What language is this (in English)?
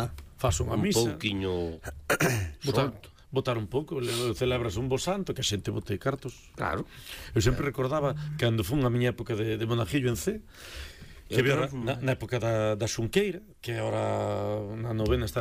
Galician